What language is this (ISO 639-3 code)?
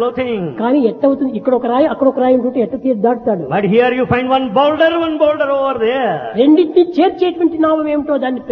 tel